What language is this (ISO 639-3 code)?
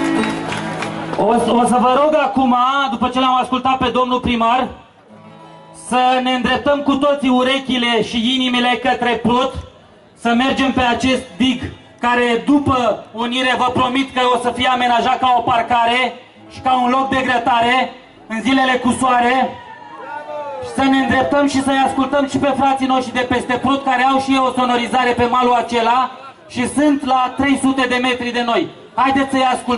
ron